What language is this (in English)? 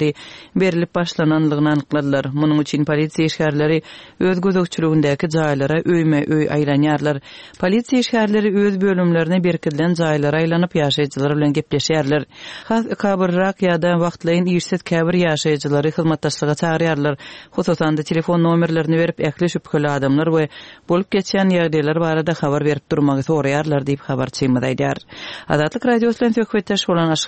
Turkmen